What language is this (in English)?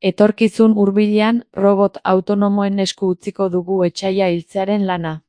Basque